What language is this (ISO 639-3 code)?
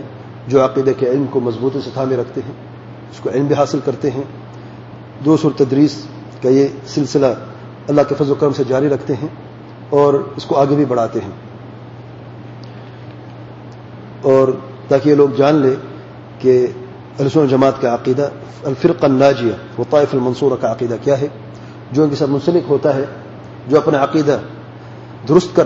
urd